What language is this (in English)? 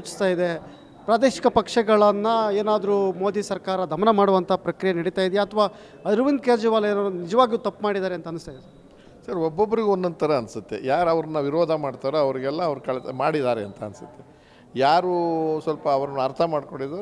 Kannada